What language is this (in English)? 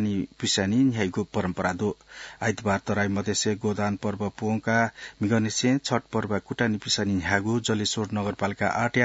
Newari